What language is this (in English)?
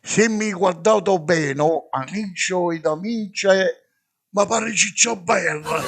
Neapolitan